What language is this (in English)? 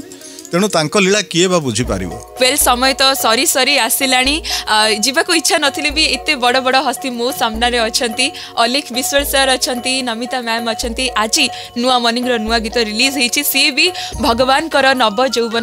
Odia